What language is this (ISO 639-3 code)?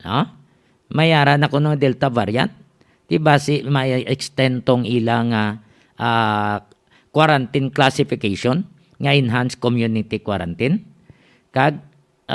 hil